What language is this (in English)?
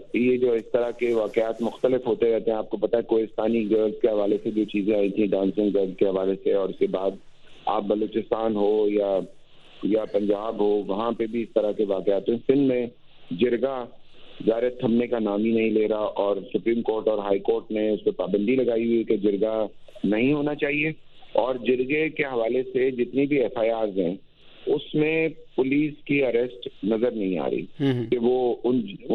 Urdu